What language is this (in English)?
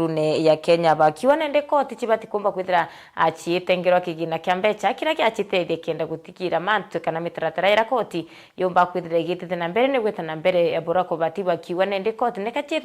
Meru